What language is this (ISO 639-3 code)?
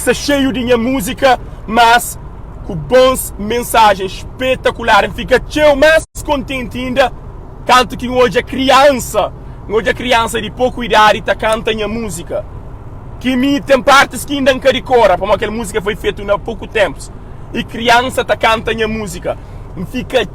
kea